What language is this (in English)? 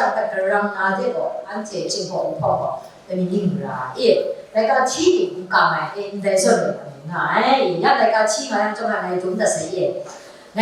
Kachin